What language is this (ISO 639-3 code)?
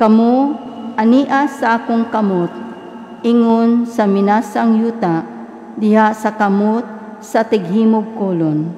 ceb